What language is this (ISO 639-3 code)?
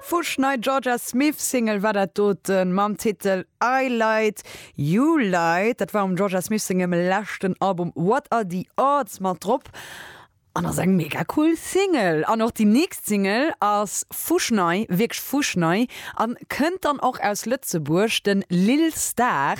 ltz